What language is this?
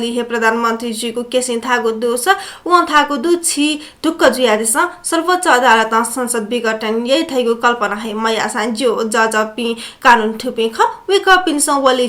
Newari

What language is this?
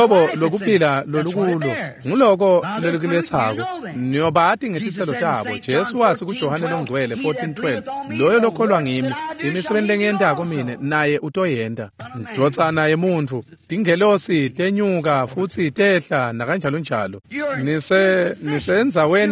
Swati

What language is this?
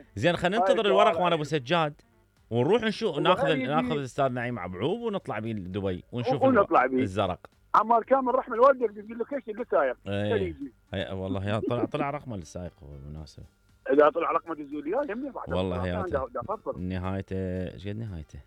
Mesopotamian Arabic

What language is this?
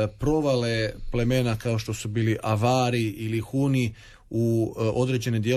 Croatian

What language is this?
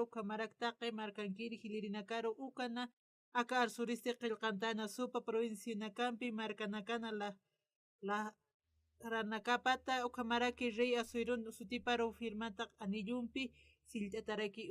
Aymara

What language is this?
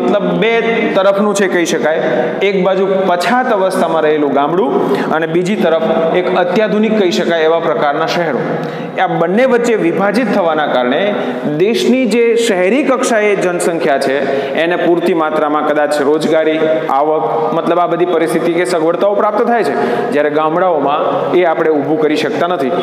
Gujarati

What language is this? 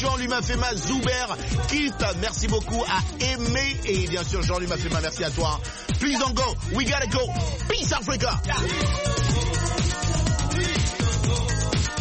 French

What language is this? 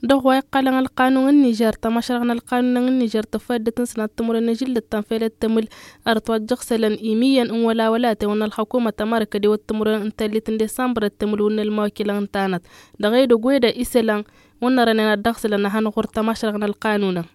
Tamasheq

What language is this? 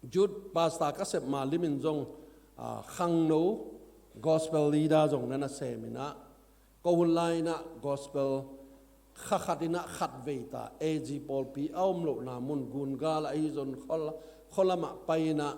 Tedim Chin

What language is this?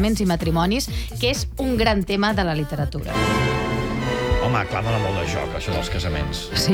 Catalan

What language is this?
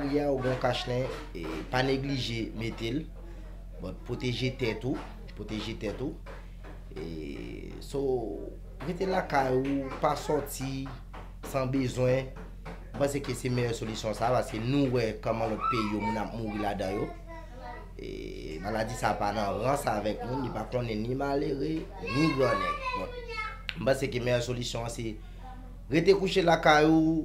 Haitian Creole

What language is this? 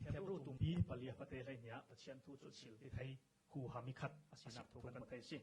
Falam Chin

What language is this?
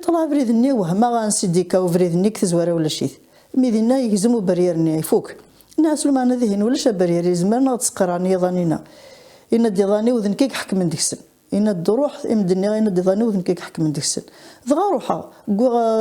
Kabyle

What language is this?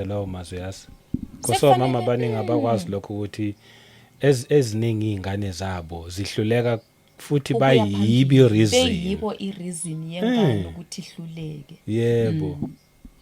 Zulu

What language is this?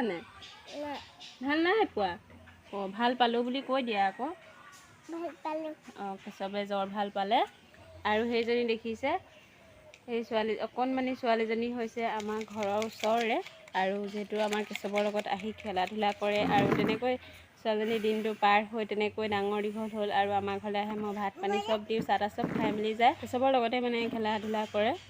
Assamese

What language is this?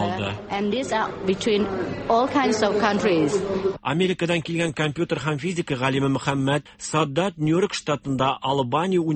Tatar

